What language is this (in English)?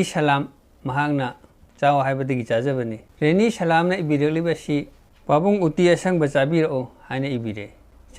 Manipuri